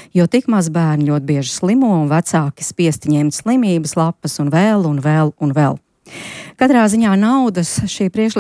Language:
Latvian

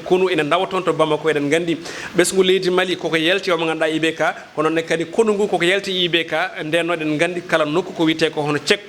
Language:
Fula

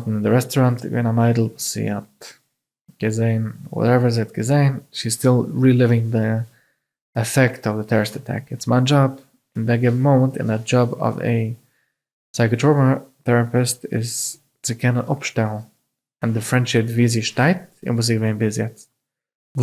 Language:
Yiddish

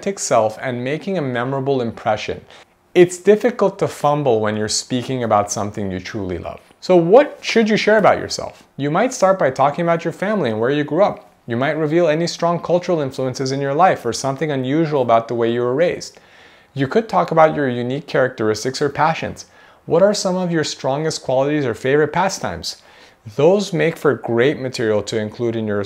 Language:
English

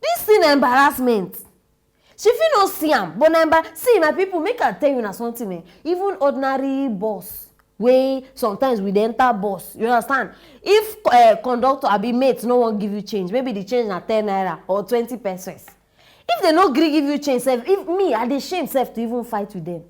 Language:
Nigerian Pidgin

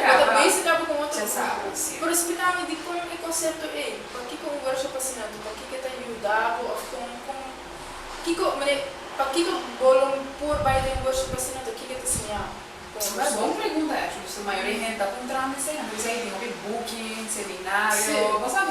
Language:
Papiamento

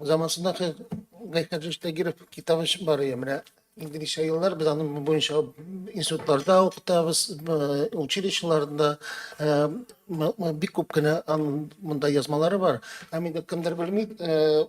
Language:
Tatar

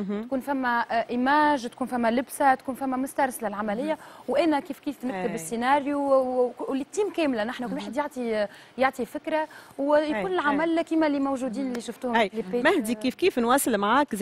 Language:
Tunisian Arabic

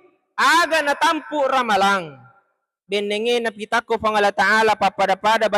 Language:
Buginese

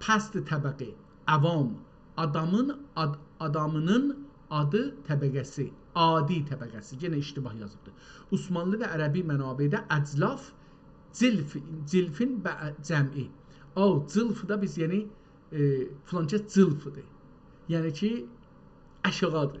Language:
South Azerbaijani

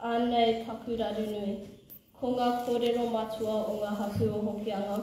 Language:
Māori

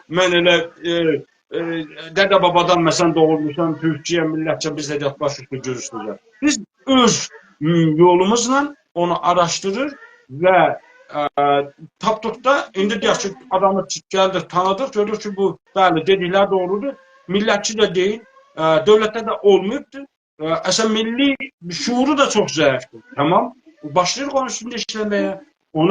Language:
South Azerbaijani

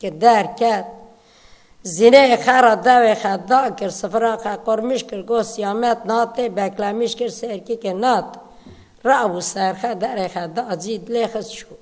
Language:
Kurdish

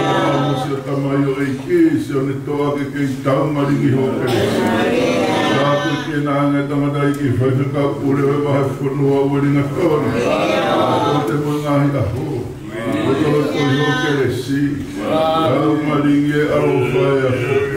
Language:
Tongan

